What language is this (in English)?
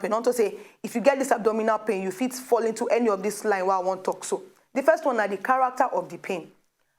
Nigerian Pidgin